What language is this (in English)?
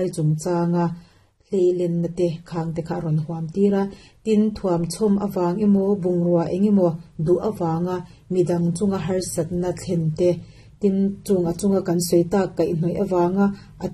Mizo